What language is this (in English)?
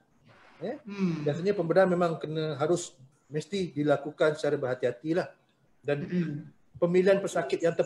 Malay